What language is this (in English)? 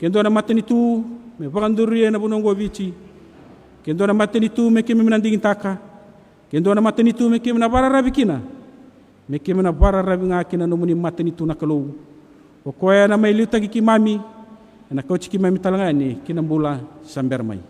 Fijian